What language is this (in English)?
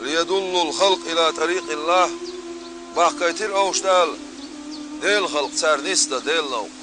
Chechen